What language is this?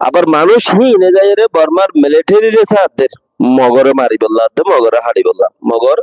Rohingya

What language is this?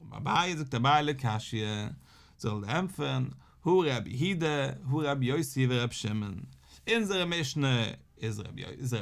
Yiddish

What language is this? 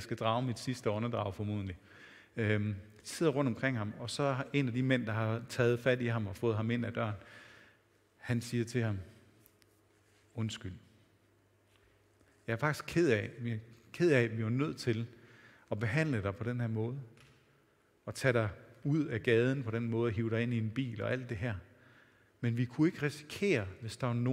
Danish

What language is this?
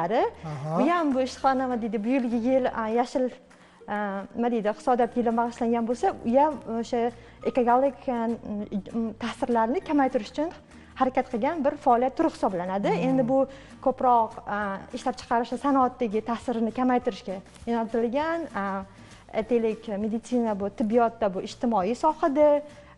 Uzbek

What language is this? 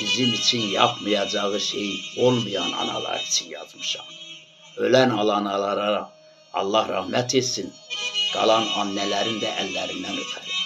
Azerbaijani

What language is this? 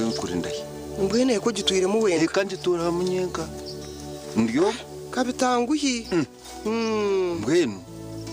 Nyankole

